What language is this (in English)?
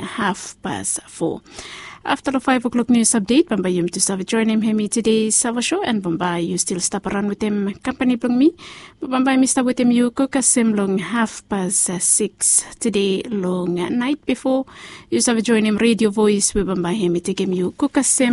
Bislama